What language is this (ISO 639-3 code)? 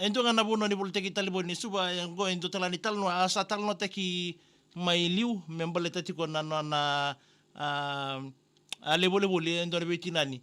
fij